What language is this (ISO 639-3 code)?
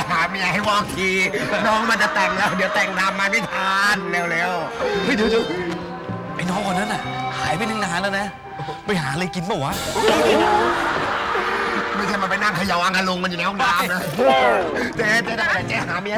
tha